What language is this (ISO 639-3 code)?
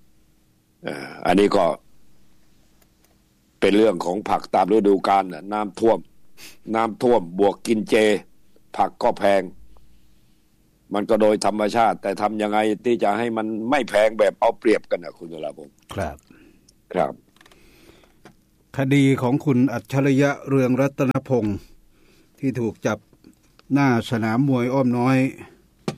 tha